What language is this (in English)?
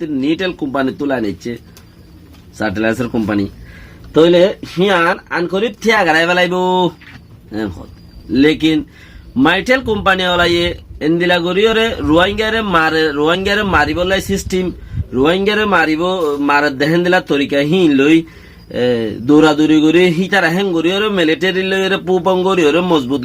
Rohingya